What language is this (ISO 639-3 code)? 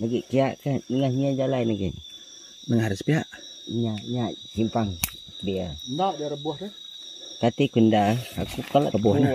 iba